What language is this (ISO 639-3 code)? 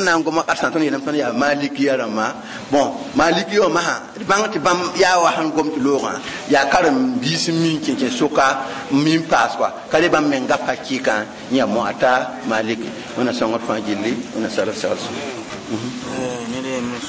mos